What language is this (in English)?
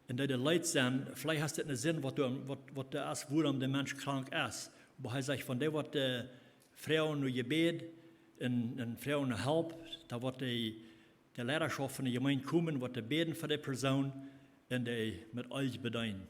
Plautdietsch